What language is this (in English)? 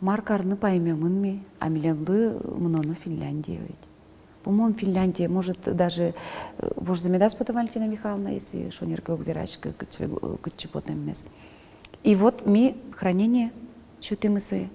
Udmurt